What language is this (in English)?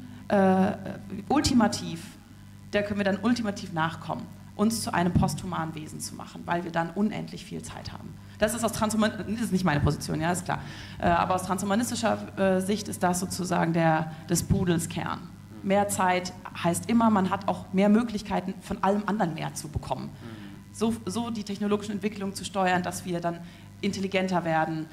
German